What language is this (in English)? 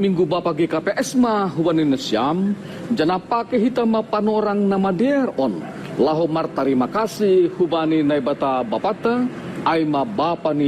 Batak Simalungun